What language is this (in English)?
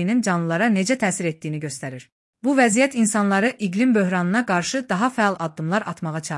Azerbaijani